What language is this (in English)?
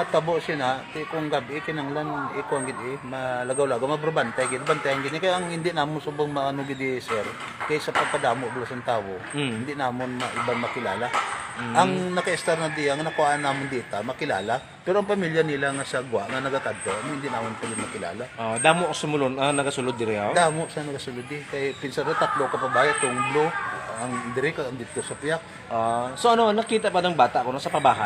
Hiligaynon